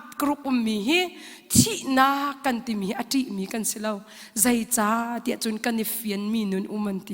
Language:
Hakha Chin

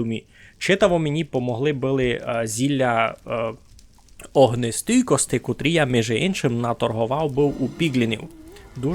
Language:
Rusyn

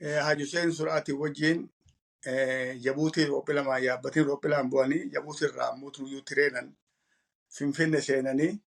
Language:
Oromo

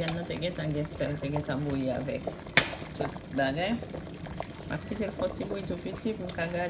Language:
Haitian Creole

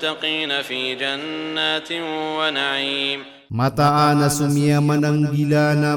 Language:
Maranao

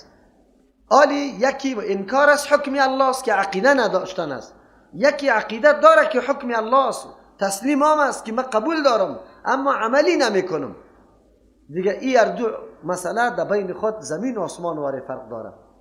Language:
Persian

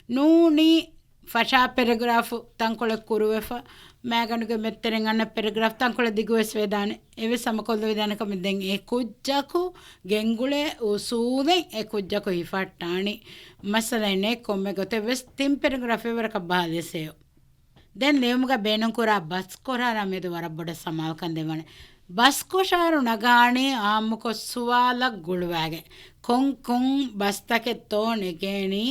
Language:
Divehi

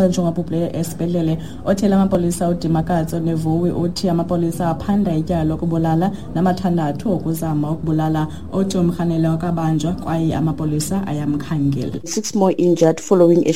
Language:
Xhosa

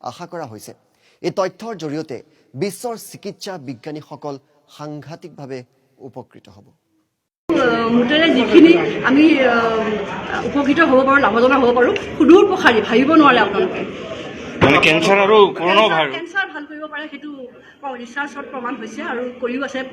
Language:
Assamese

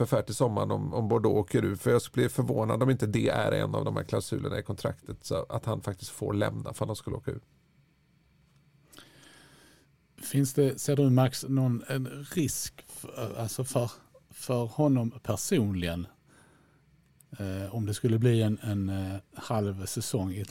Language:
Swedish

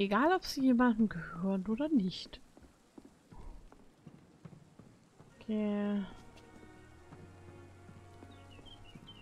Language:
German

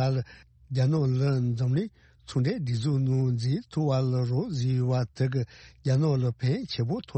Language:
Tibetan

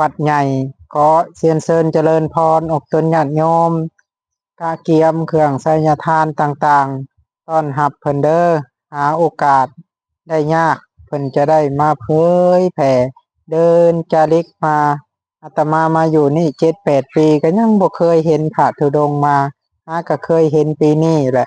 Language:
Lao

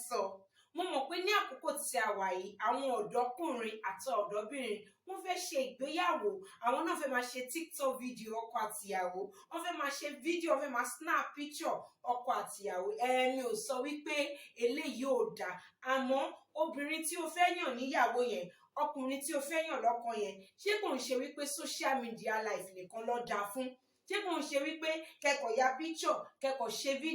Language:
Yoruba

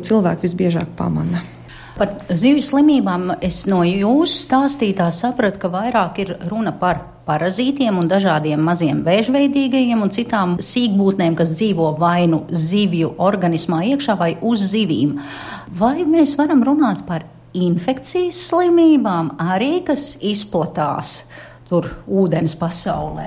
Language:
Latvian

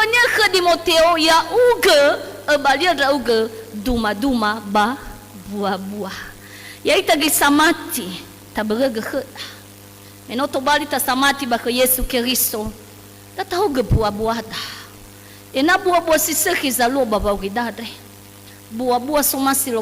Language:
Nias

